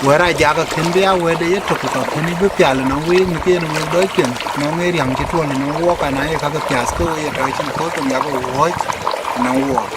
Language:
Dinka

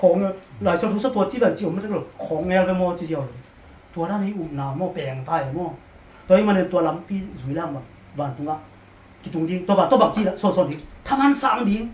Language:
Tedim Chin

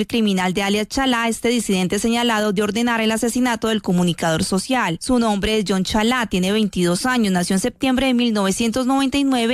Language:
Spanish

